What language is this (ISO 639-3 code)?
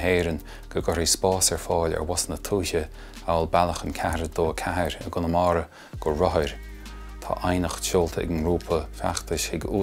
gle